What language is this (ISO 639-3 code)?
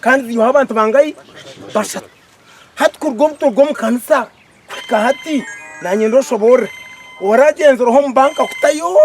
nyn